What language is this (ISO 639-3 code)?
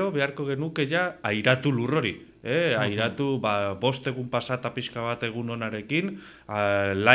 eus